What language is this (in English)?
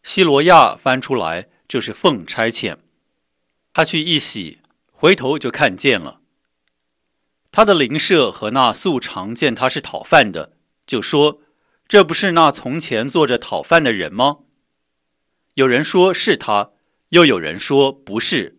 Chinese